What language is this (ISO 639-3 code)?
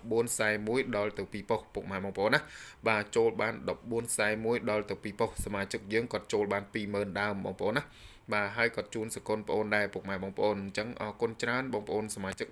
khm